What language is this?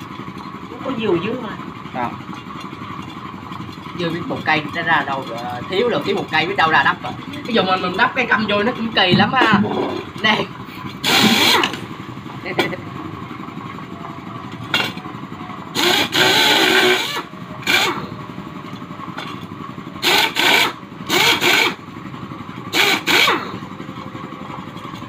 Vietnamese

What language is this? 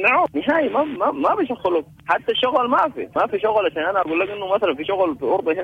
Sudanese Arabic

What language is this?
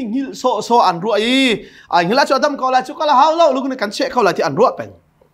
Hakha Chin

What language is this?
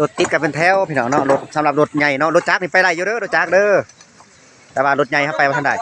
Lao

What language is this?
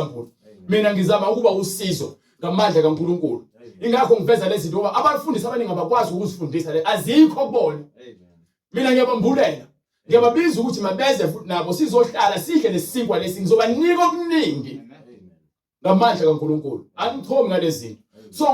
Zulu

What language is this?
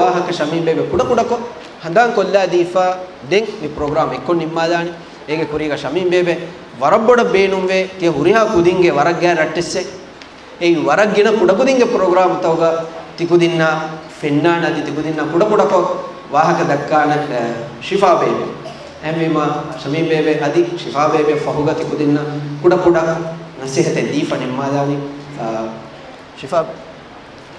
Divehi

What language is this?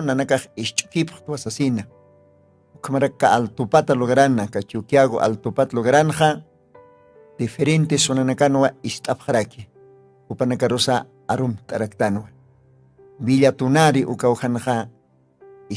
Aymara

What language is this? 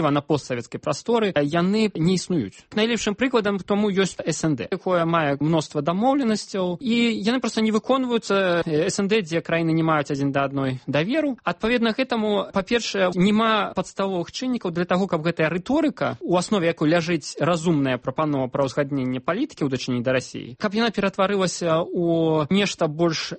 Belarusian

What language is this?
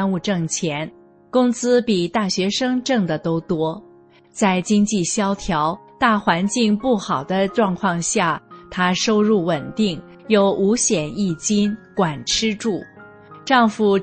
Chinese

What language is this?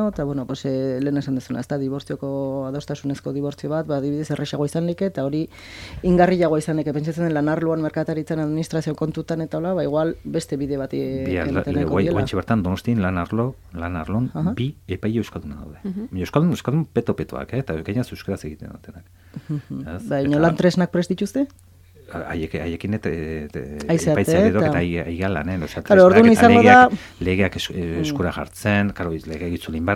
Basque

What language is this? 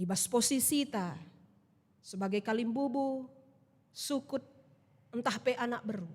Batak Karo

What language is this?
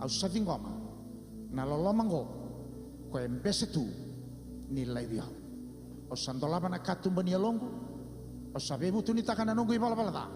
Fijian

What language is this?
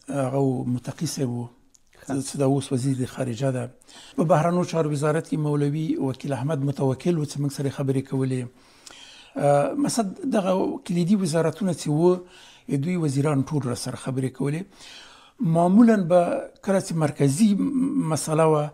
Pashto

